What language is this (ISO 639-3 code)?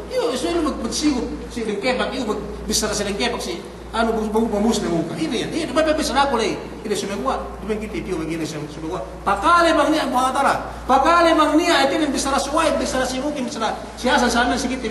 yka